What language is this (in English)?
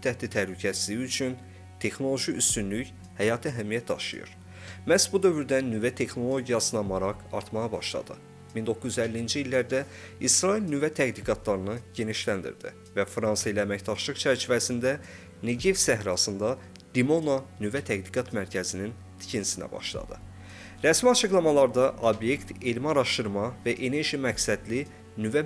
Azerbaijani